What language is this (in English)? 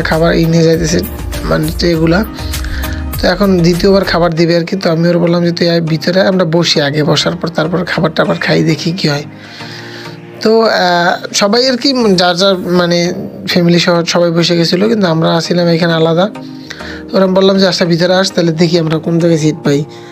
Bangla